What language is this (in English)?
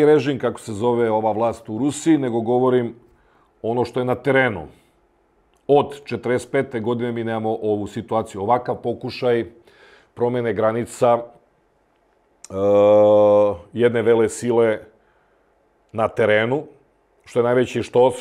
Serbian